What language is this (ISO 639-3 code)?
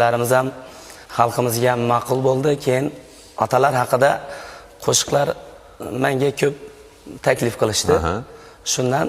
uzb